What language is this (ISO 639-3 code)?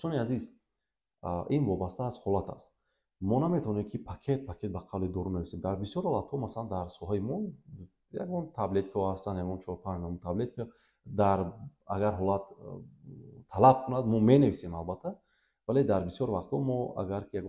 tgk